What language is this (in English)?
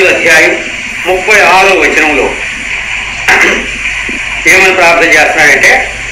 Telugu